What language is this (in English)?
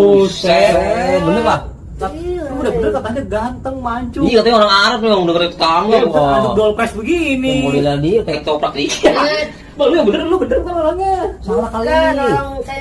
Betawi